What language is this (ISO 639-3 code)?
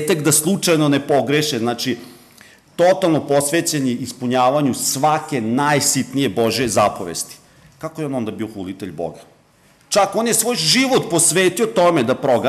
srp